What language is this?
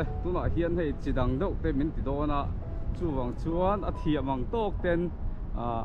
Mizo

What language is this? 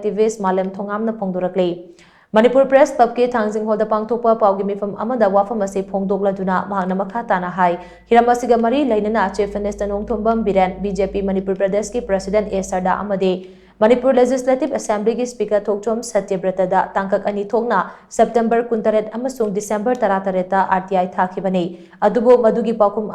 Manipuri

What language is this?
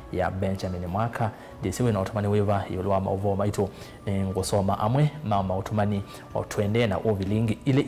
Kamba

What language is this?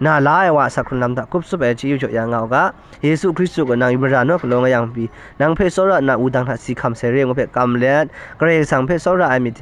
Kachin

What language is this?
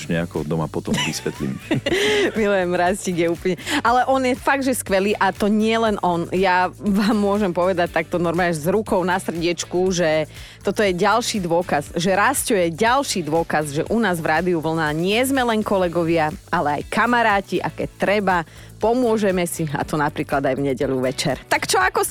Slovak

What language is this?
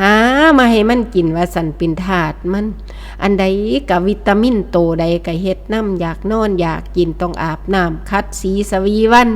Northeastern Thai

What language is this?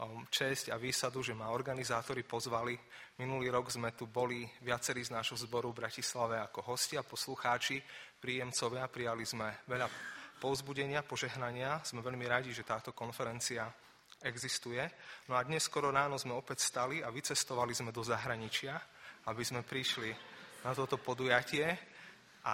Slovak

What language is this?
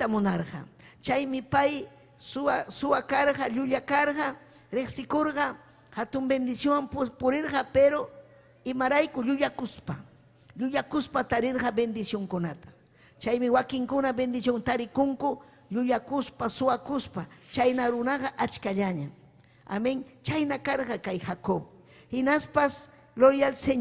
Ayacucho Quechua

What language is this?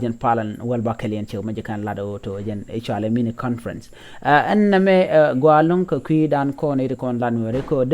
Nuer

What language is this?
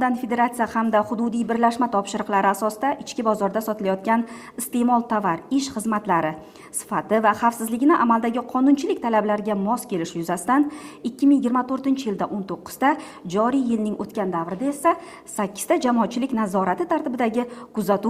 Uzbek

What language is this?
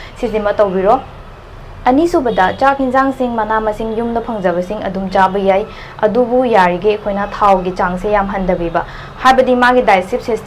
Manipuri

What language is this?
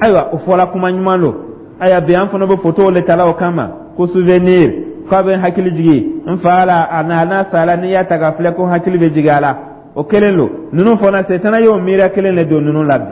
Dyula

